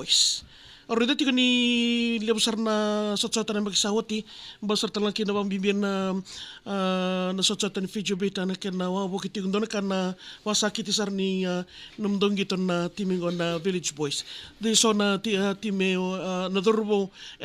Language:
Fijian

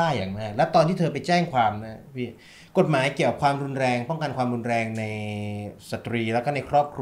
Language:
Thai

